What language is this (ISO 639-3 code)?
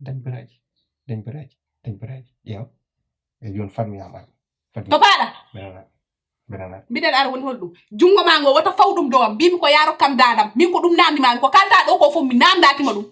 ful